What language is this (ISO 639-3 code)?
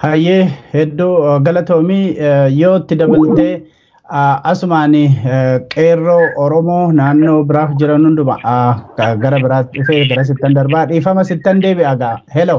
orm